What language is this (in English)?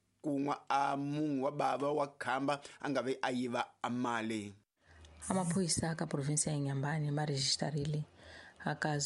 Tsonga